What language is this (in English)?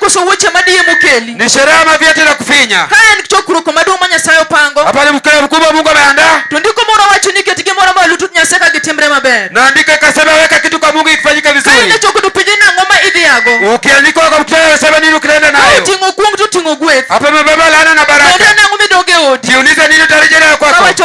Luo (Kenya and Tanzania)